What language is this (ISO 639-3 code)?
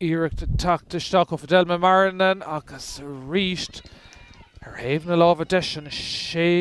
gle